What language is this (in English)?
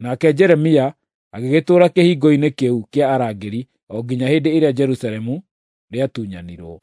Kikuyu